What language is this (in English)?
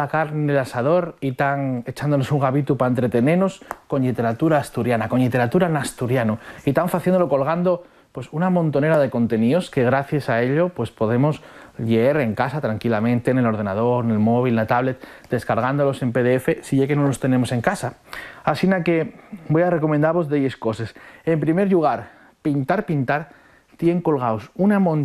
Asturian